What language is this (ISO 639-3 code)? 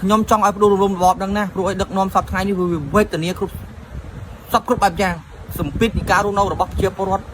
khm